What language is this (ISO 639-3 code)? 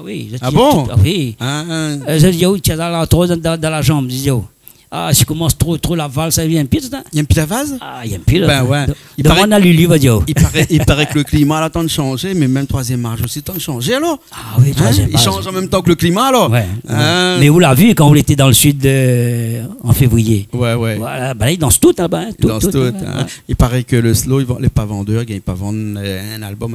rcf